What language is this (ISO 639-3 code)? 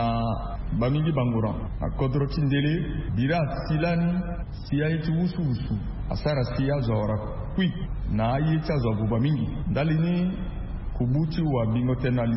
sag